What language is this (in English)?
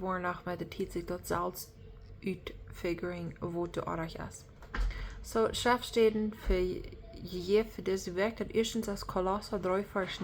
Plautdietsch